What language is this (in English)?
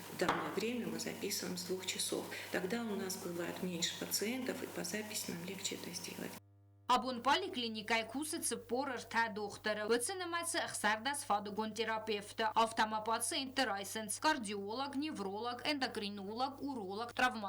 Ossetic